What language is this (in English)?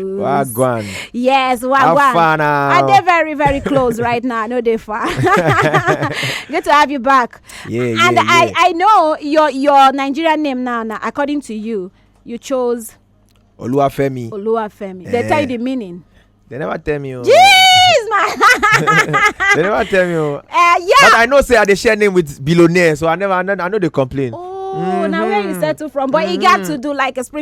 Nigerian Pidgin